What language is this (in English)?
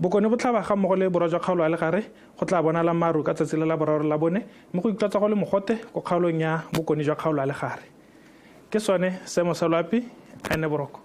Tswana